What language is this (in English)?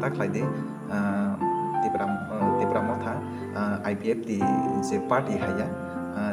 Kok Borok